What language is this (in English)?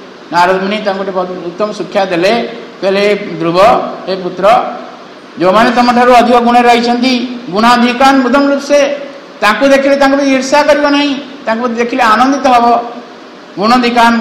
Odia